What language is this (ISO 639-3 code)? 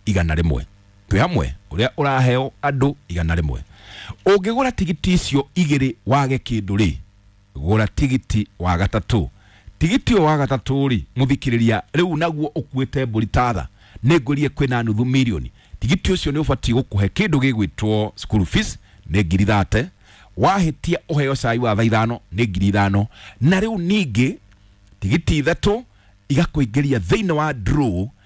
kik